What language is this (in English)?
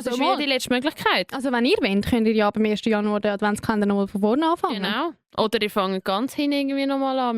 Swiss German